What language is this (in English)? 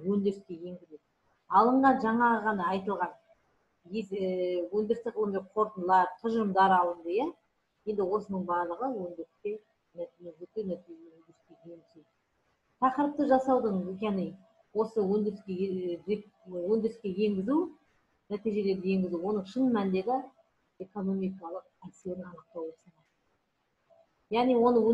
Kazakh